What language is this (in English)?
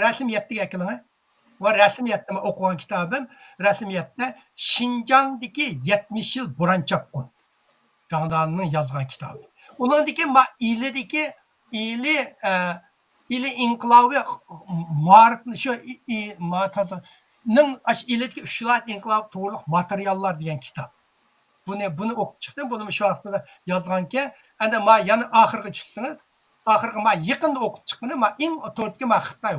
Uyghur